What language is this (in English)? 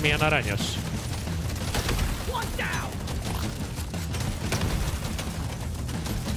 Hungarian